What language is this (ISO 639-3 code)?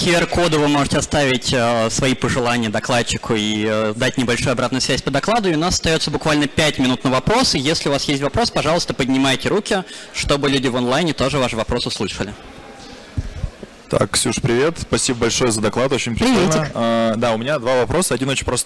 rus